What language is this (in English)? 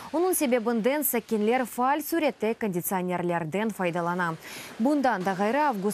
Crimean Tatar